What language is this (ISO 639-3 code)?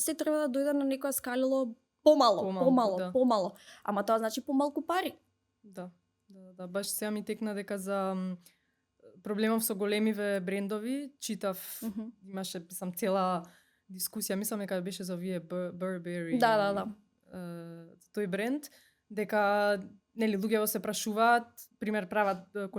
mkd